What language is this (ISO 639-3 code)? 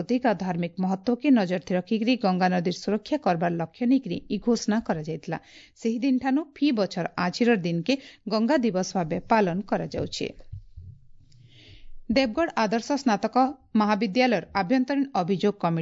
ori